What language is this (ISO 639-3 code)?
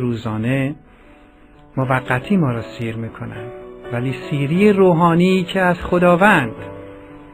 fas